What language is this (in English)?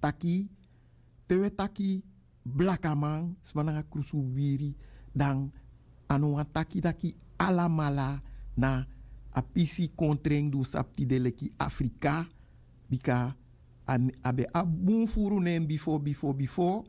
Sranan Tongo